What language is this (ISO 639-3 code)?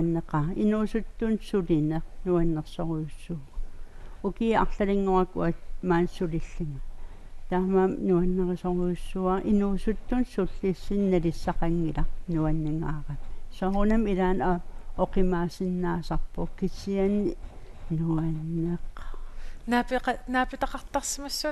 kal